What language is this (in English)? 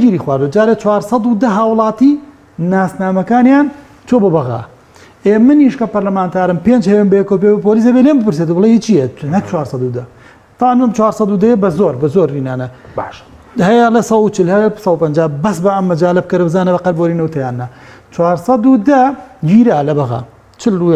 Central Kurdish